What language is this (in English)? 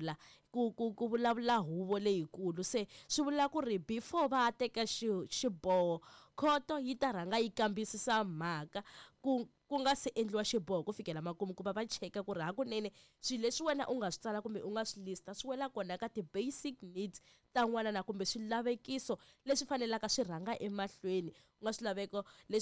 Tsonga